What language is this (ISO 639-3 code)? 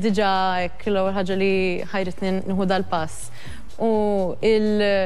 mlt